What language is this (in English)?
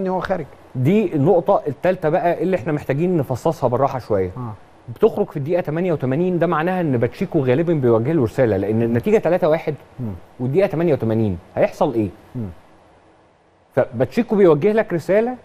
Egyptian Arabic